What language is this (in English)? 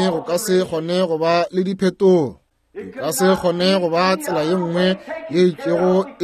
Northern Sotho